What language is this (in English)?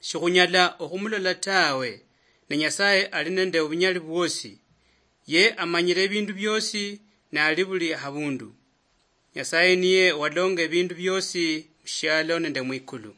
Luyia